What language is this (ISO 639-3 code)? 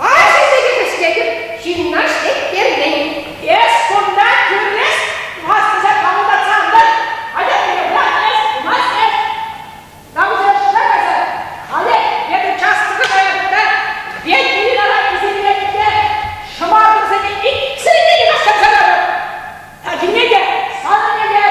chv